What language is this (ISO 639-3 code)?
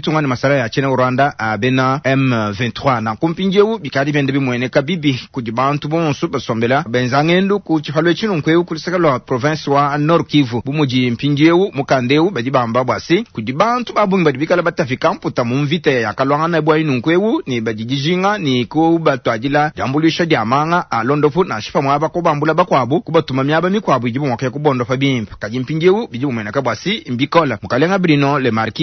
lua